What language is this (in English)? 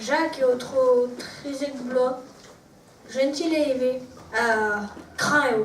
Breton